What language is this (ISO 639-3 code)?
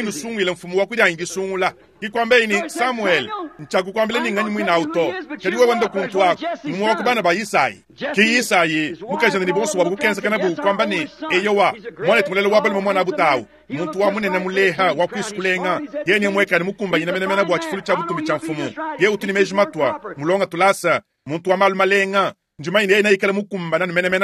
lua